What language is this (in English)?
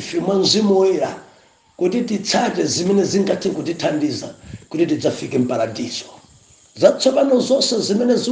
Nyanja